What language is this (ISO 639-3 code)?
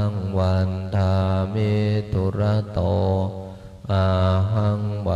pli